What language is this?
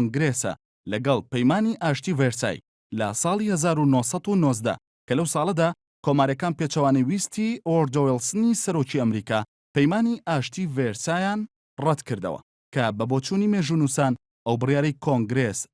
Central Kurdish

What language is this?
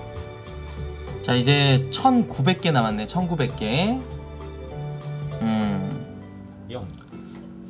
Korean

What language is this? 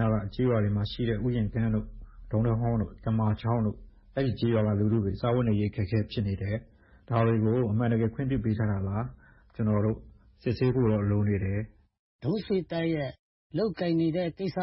Burmese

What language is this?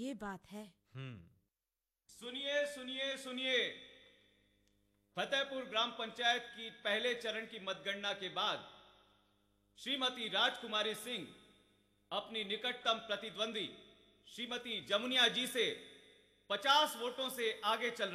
Hindi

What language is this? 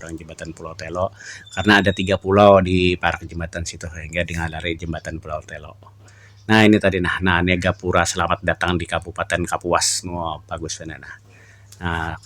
Banjar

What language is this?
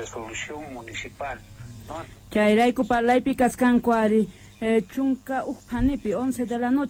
South Bolivian Quechua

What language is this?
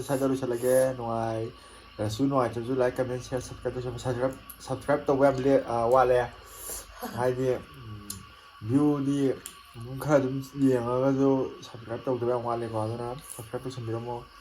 Manipuri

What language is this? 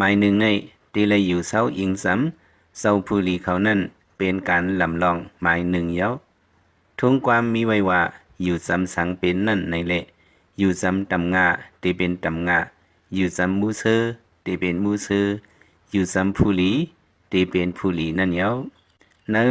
Lao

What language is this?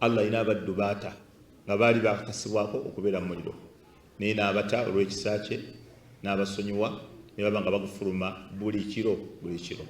Ganda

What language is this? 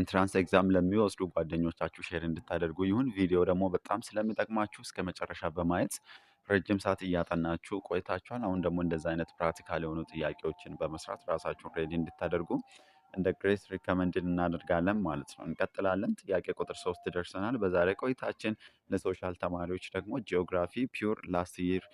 Amharic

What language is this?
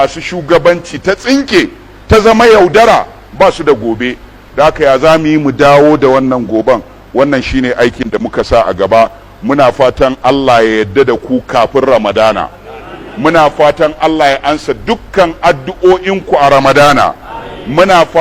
Hausa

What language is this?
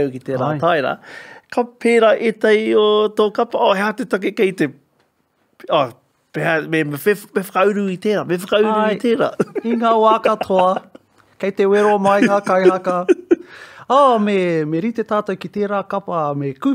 Māori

